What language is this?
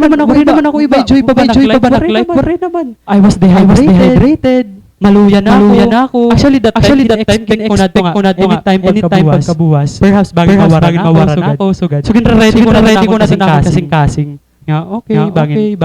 Waray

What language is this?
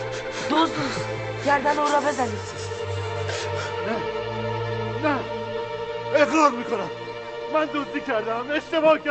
Persian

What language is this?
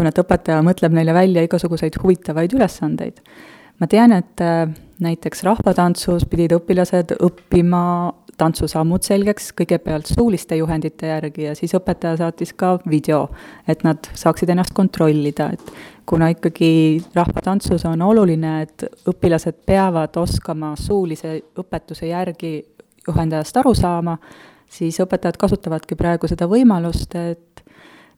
Estonian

